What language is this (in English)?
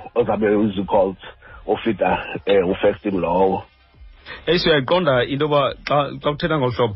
Xhosa